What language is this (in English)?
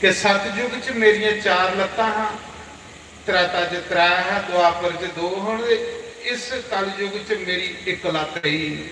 Dogri